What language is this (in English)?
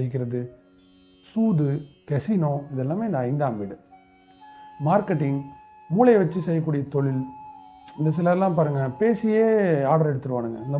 Tamil